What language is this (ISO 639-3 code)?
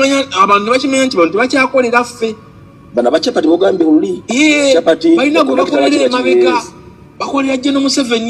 lug